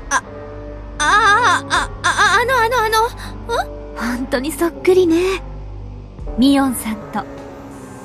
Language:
Japanese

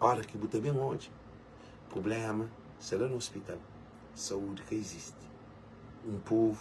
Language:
Kabuverdianu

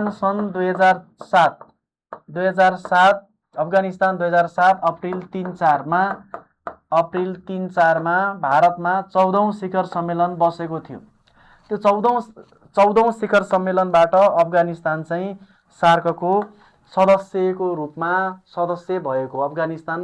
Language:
Nepali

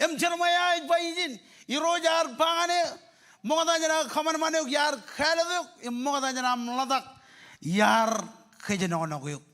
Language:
Marshallese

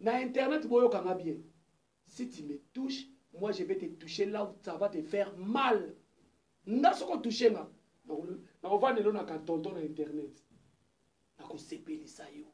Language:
Lingala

